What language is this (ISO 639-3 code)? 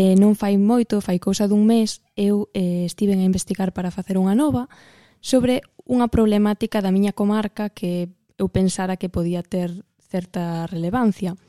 glg